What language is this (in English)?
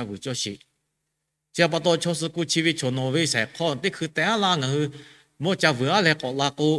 Lahu